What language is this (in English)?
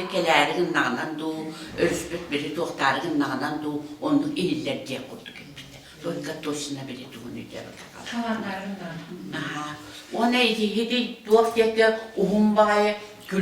Yakut